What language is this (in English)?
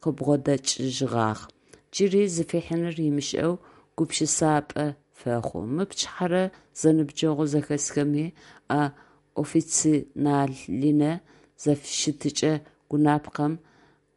Adyghe